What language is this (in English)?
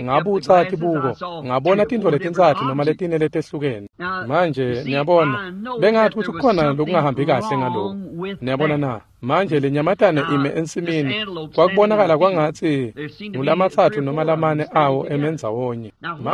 Swati